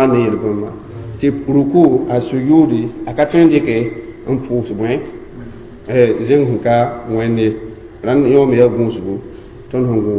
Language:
Mossi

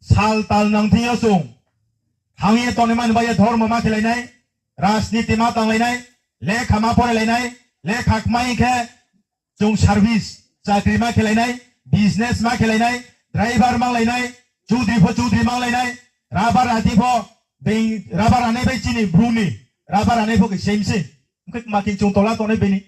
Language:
Riang (India)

